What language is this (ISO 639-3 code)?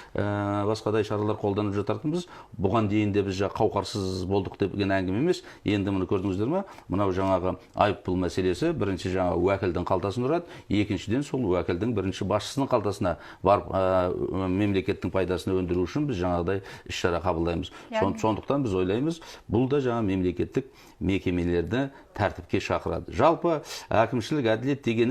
kaz